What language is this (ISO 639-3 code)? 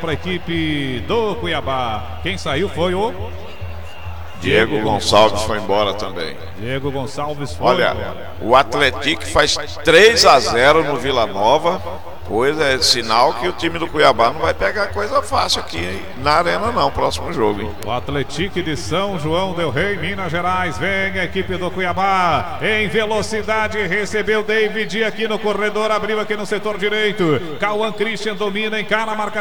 por